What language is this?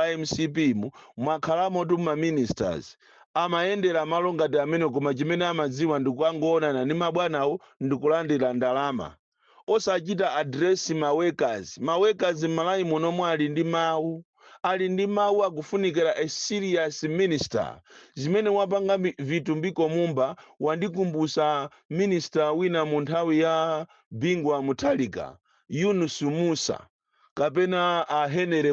Nyanja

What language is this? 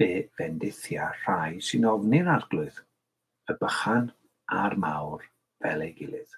Welsh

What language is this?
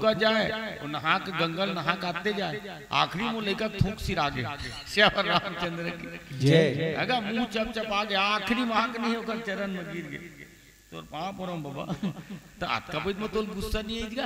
Chhattisgarhi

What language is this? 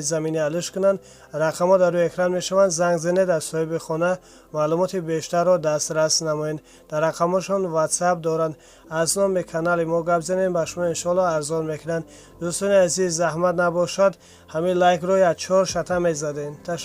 Tajik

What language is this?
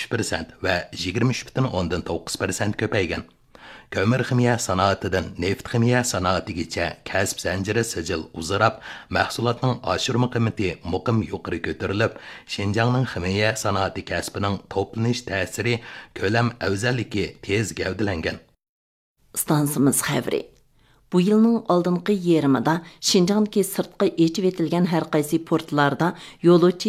Uyghur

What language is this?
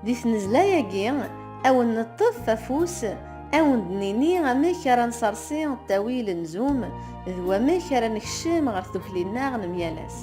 Kabyle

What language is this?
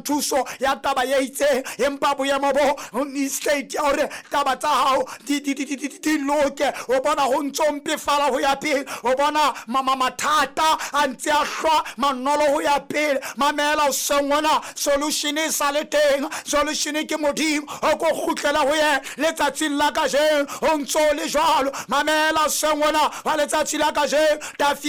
Southern Sotho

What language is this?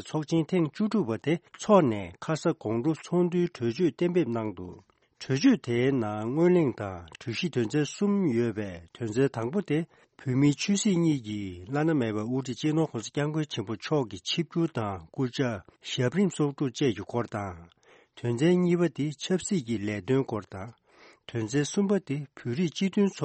Tibetan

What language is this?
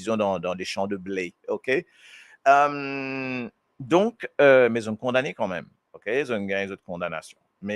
Morisyen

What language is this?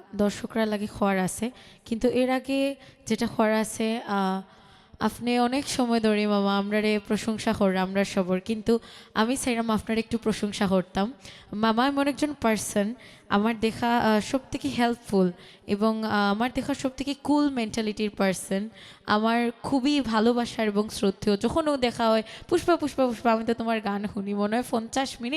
Sylheti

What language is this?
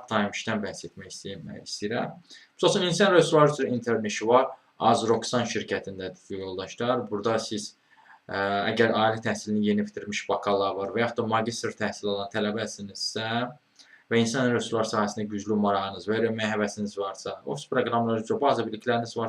Azerbaijani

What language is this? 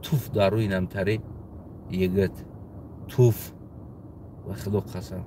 Tajik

